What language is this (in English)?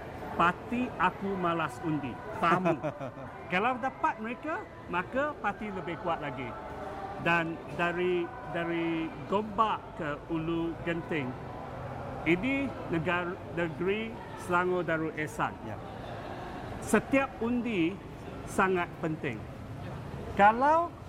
Malay